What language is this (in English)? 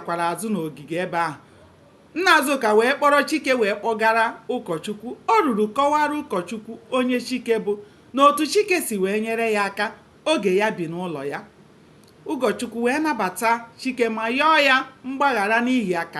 Igbo